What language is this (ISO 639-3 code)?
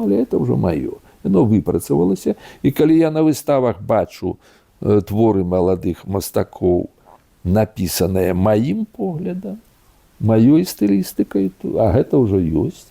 bel